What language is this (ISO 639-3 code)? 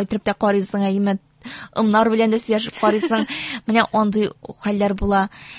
tat